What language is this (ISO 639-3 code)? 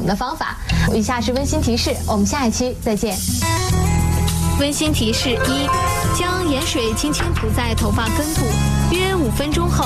zho